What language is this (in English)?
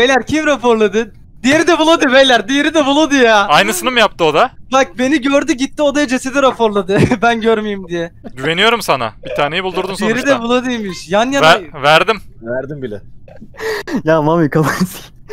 Turkish